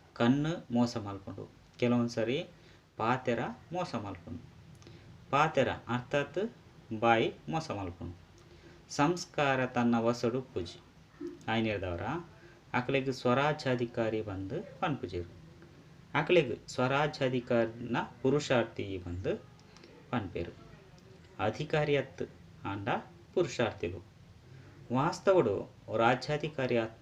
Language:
Tulu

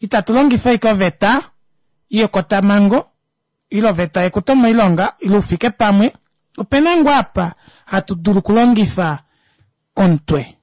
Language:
Kuanyama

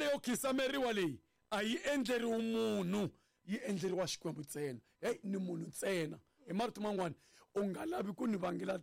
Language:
Tsonga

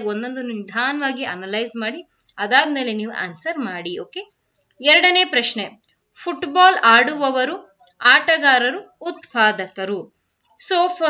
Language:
Kannada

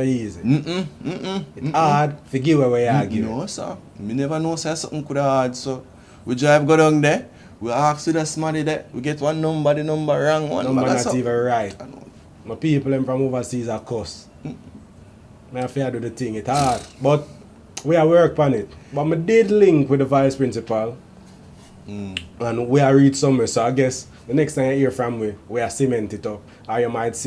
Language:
Jamaican Creole English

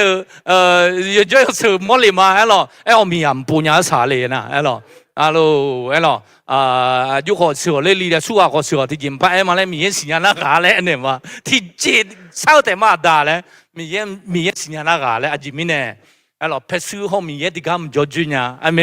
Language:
Akha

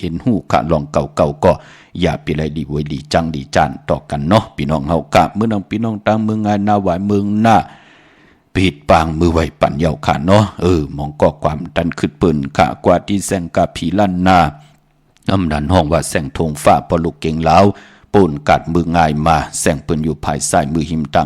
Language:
Shan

